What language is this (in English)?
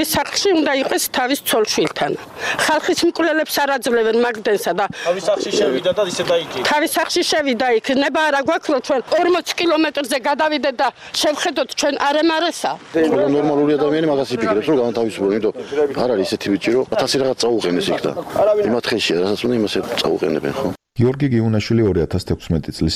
Georgian